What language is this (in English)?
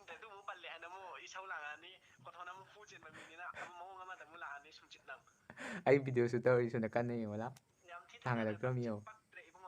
Manipuri